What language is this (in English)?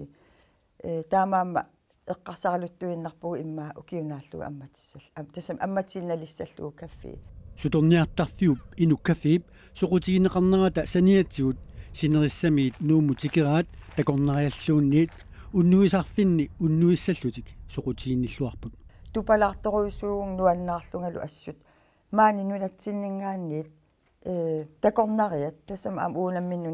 Kalaallisut